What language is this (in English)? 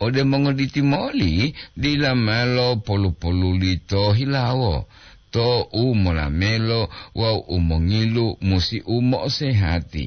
Gorontalo